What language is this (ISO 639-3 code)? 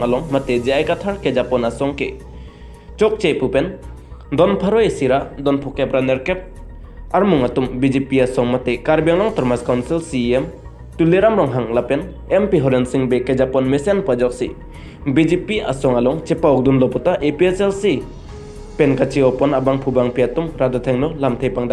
mjw